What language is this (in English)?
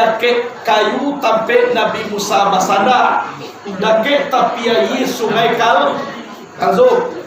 Minangkabau